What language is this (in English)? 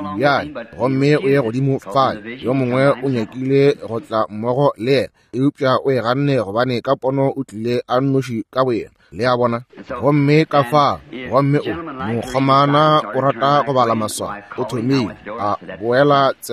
Northern Sotho